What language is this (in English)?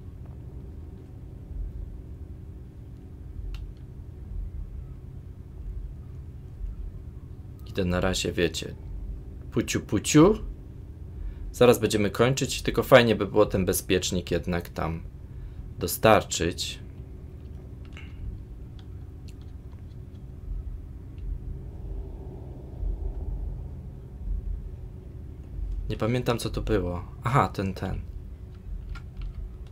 Polish